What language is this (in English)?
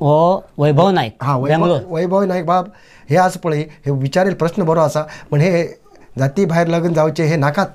Konkani